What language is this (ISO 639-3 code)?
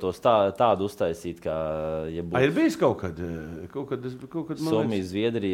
lav